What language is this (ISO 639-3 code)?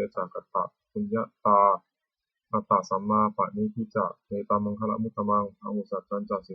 pli